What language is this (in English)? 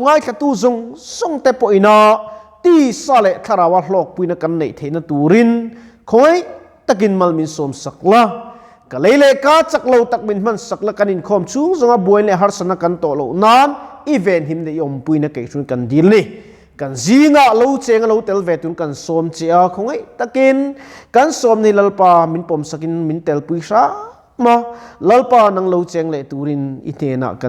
Mizo